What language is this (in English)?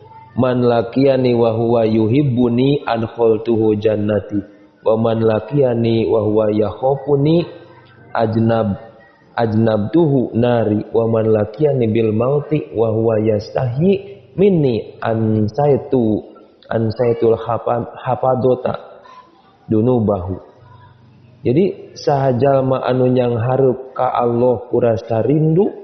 Sundanese